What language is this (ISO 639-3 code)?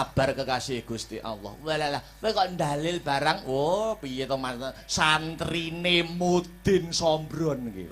jav